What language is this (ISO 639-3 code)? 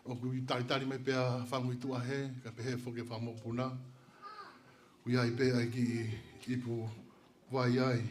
ton